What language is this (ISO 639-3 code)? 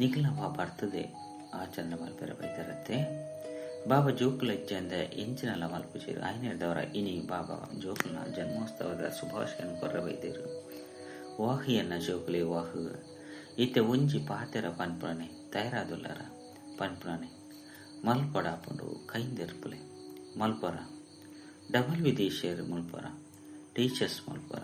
tcy